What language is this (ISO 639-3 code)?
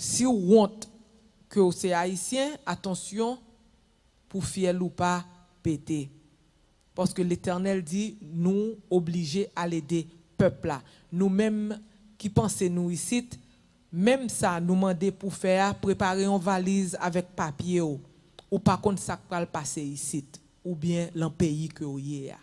hat